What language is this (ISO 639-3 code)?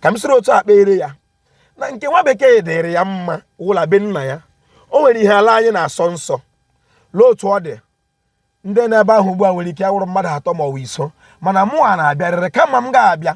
ibo